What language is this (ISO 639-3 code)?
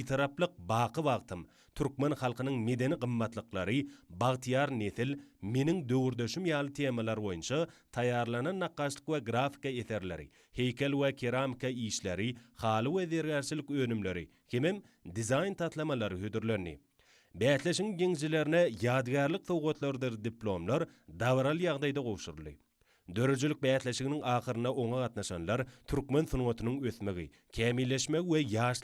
tuk